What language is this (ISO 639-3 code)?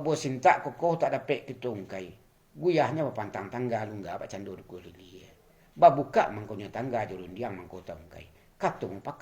min